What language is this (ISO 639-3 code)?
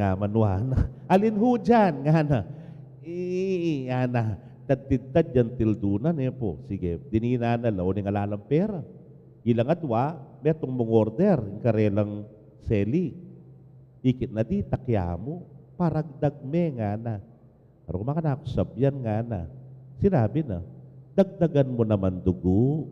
pam